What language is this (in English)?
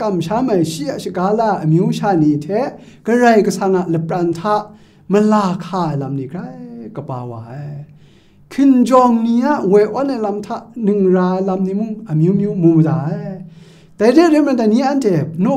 Kachin